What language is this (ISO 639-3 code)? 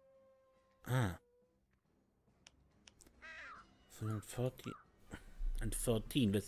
eng